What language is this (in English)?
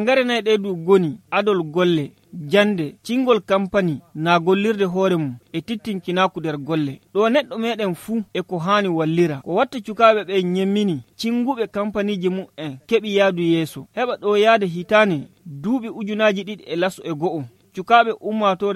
Fula